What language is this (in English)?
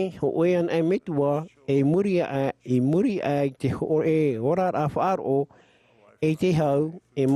Tahitian